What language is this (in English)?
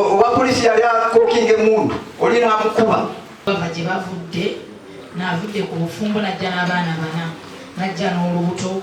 Ganda